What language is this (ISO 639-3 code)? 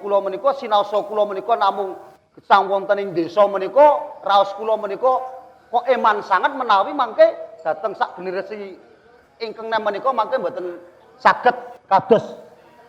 jav